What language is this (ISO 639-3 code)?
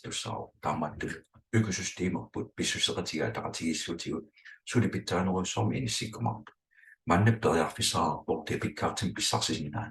kal